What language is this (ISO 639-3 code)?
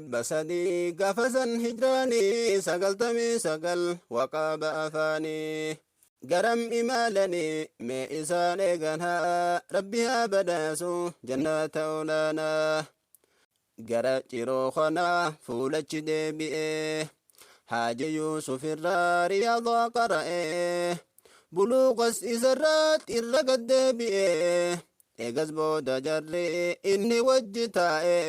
orm